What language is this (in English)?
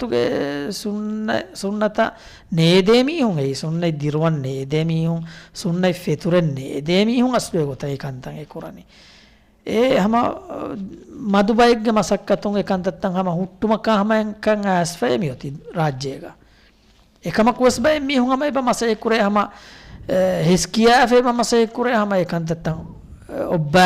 Divehi